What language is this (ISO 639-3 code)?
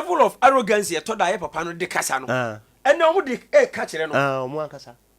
aka